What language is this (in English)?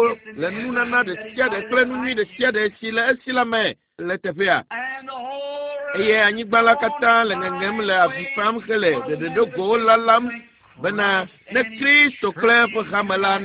Ewe